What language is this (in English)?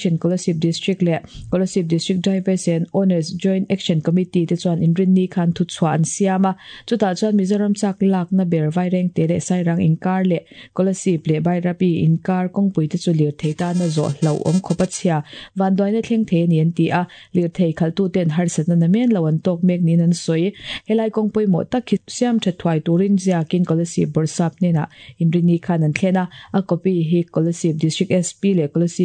Mizo